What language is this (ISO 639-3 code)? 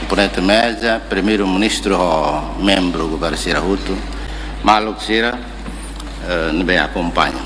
tet